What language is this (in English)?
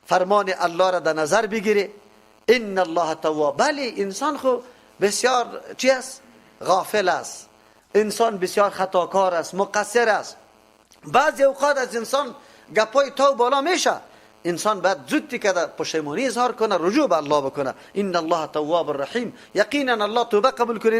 Persian